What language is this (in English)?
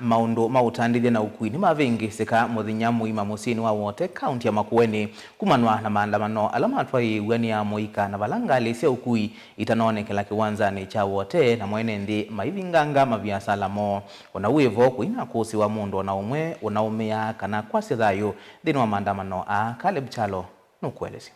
Kamba